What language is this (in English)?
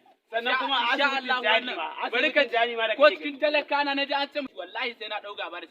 Hausa